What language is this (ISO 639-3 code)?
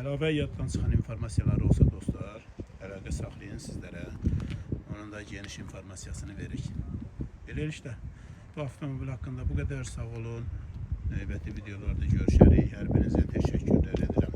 aze